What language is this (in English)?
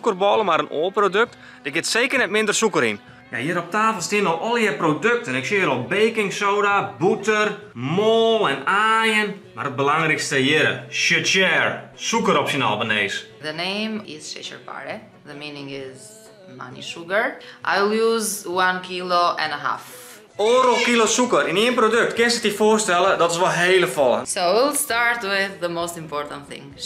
Western Frisian